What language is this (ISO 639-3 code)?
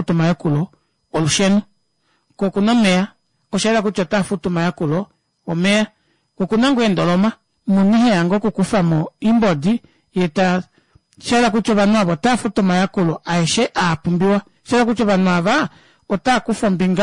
kua